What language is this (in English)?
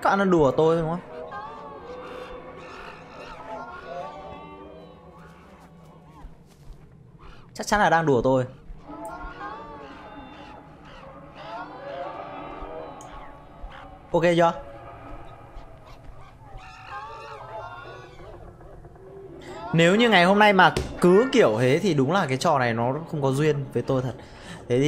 Vietnamese